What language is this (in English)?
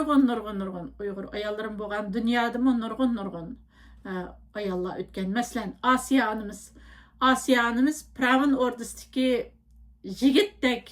Uyghur